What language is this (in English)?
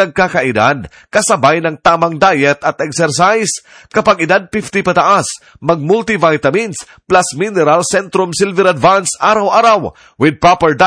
Filipino